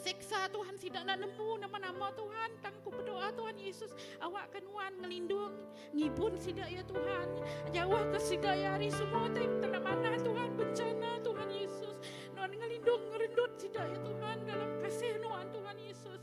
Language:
Iban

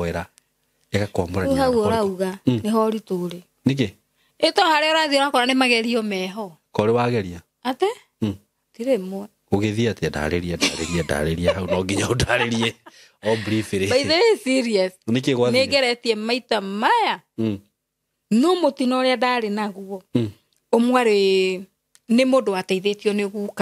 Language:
Kikuyu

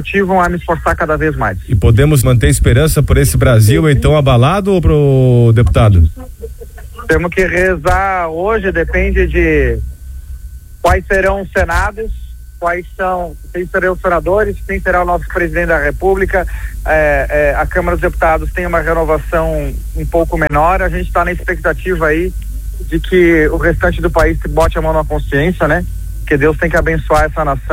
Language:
Portuguese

